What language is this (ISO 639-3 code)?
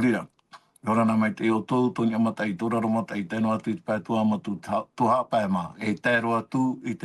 tah